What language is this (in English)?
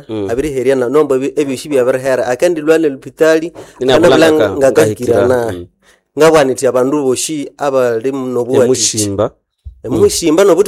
Nande